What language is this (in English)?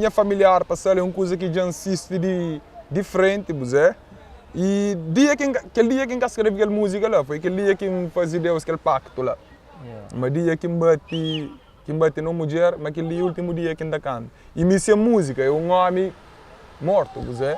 Kabuverdianu